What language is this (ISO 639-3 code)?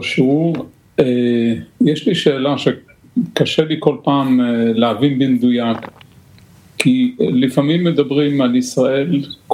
heb